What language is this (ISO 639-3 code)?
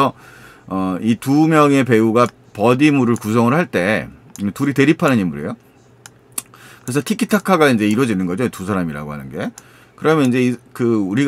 kor